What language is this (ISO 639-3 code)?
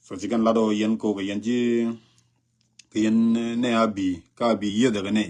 nus